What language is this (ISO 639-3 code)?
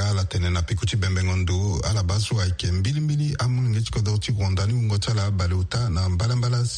sag